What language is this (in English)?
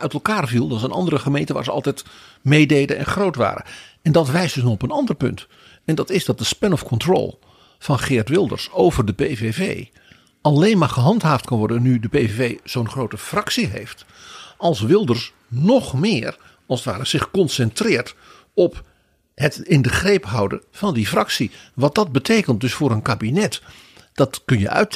Dutch